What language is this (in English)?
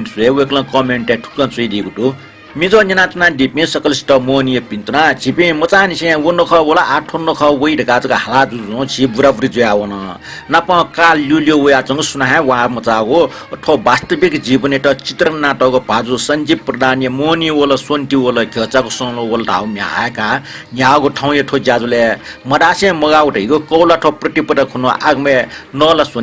Newari